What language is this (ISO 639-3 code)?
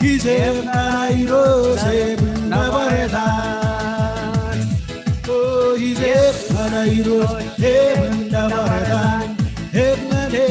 mah